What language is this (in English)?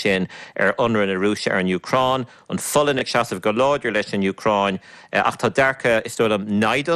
Irish